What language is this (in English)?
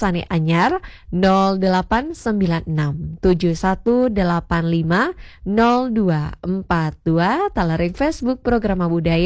Balinese